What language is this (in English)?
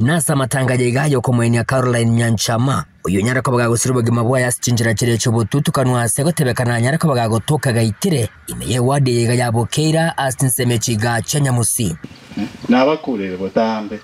Gusii